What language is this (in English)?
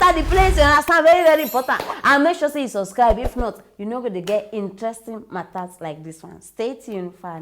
Nigerian Pidgin